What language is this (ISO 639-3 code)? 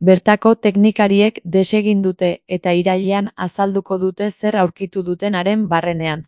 eus